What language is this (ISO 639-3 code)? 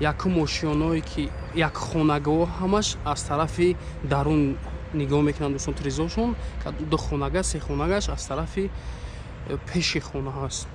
tgk